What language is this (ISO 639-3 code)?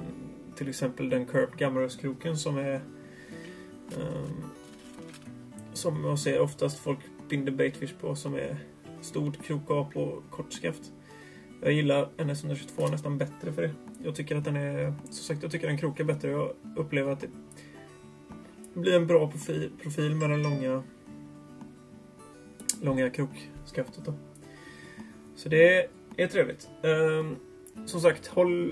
swe